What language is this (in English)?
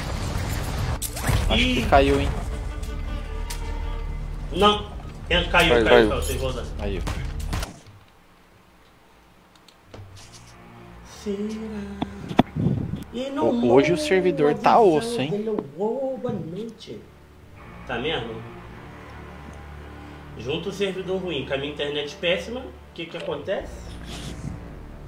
Portuguese